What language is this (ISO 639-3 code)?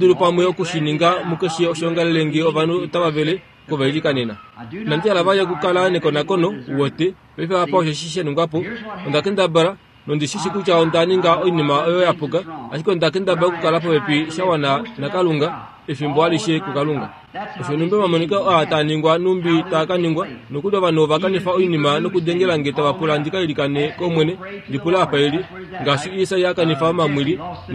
kua